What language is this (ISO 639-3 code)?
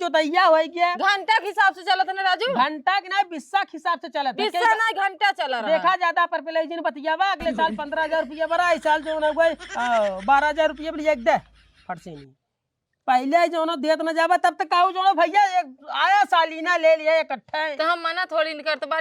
awa